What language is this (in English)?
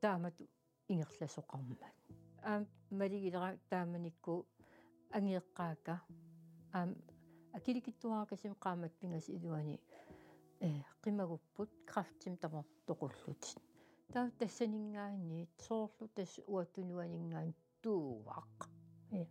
Kalaallisut